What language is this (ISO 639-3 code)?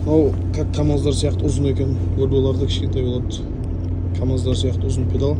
kaz